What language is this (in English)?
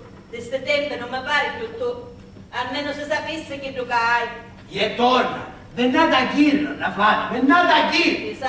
Sicilian